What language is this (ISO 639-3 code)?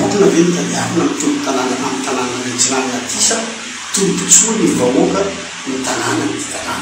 mlg